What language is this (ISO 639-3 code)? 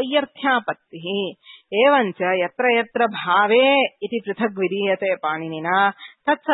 san